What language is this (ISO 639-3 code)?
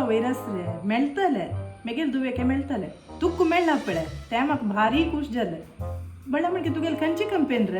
kok